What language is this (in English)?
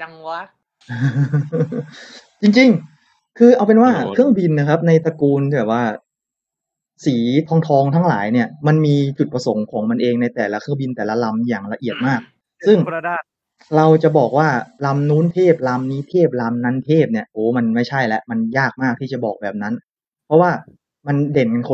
Thai